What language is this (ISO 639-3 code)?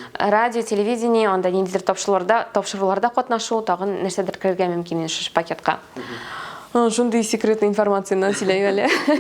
tat